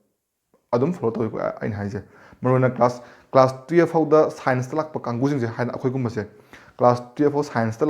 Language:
Manipuri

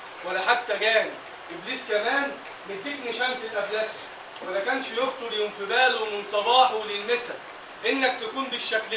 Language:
Egyptian Arabic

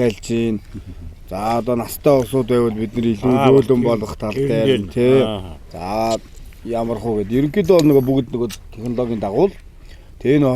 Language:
Mongolian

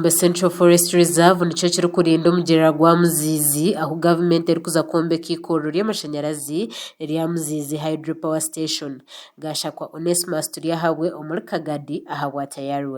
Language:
Nyankole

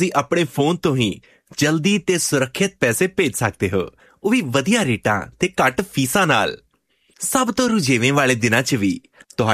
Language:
Punjabi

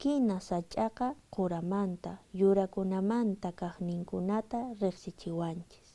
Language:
Quechua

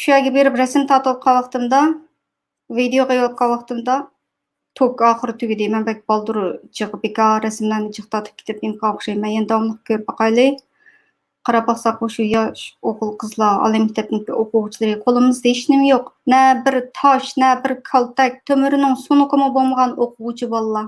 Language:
Uyghur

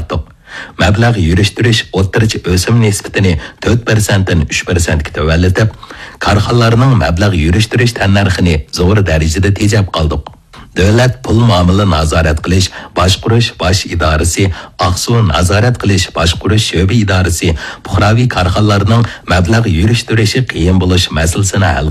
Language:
Uyghur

